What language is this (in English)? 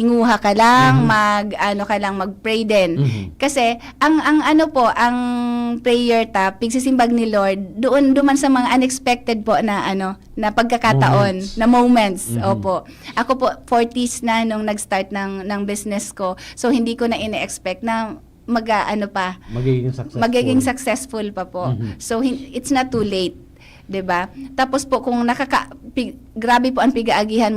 Bikol